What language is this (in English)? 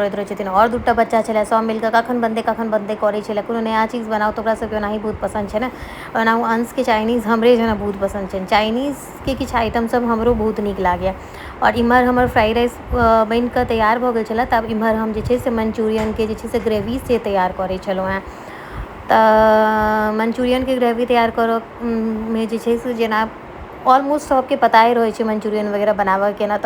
Maithili